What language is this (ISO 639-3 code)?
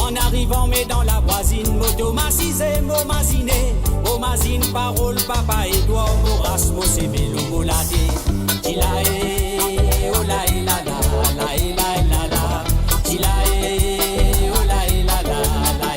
mfe